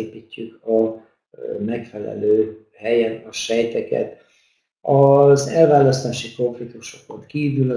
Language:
Hungarian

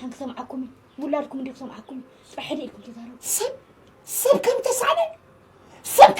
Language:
Tigrinya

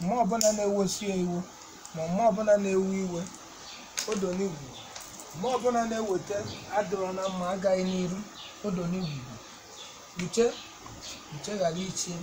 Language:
Igbo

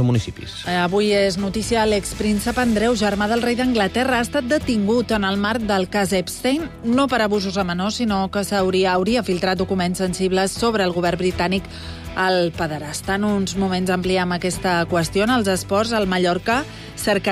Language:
Catalan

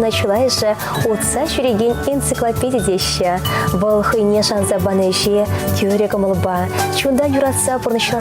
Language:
Chuvash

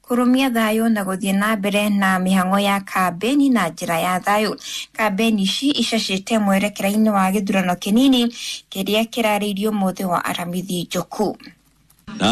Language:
Kikuyu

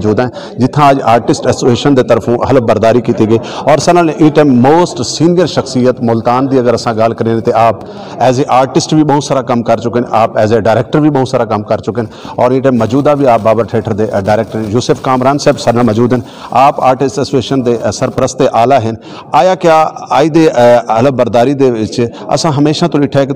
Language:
Saraiki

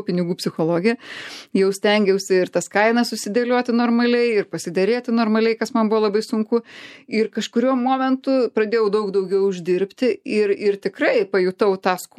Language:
Lithuanian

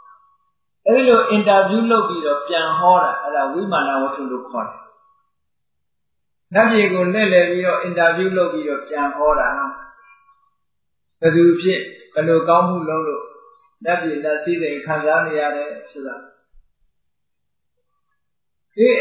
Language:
Burmese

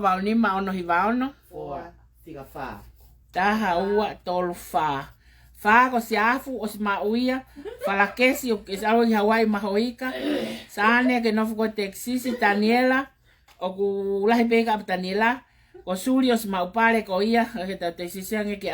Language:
Tongan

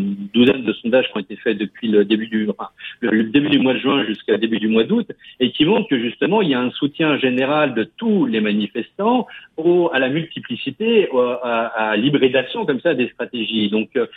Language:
French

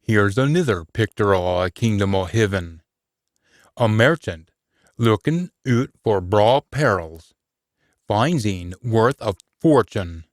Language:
Scots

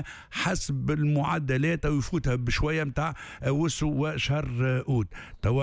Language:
Tunisian Arabic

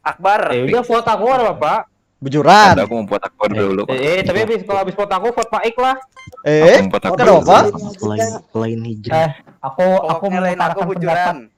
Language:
Banjar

